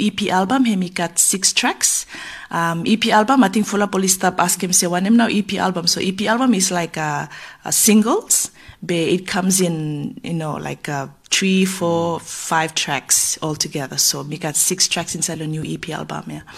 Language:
Bislama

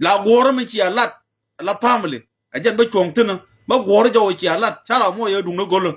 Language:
Nuer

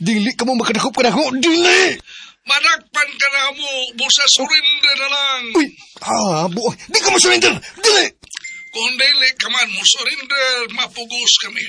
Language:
Cebuano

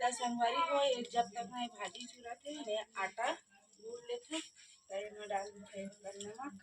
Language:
Chhattisgarhi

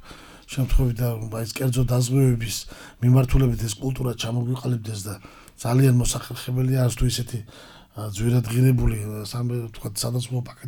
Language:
Georgian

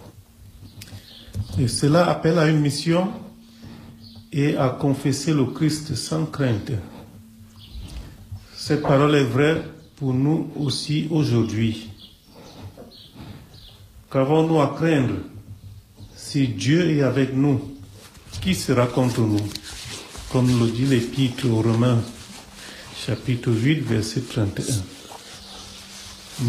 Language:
French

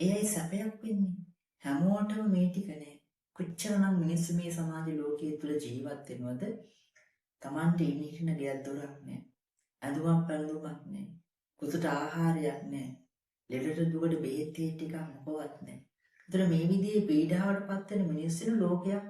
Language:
Sinhala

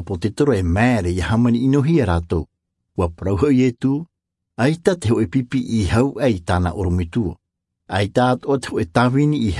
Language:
Tahitian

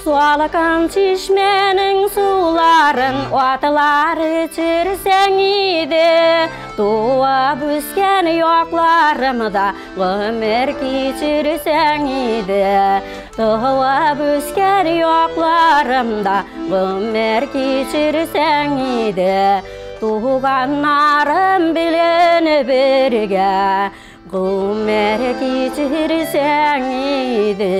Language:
Tatar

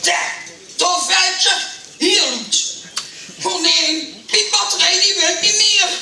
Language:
Limburgish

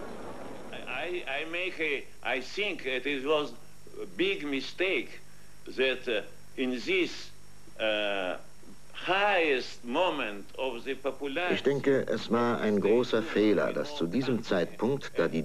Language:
German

